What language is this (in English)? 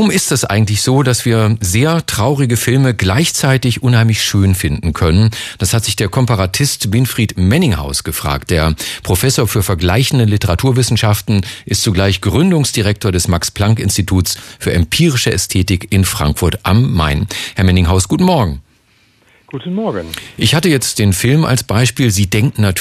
German